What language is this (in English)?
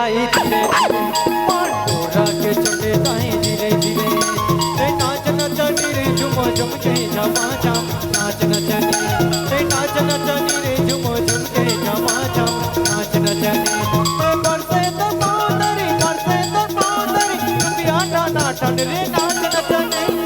Chhattisgarhi